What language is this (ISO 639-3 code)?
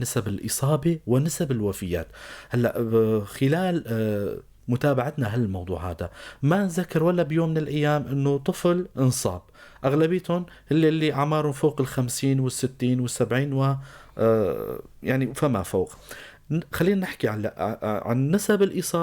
apc